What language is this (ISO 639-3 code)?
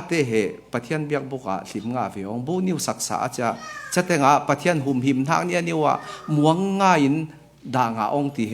cfm